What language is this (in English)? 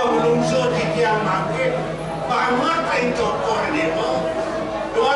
Balinese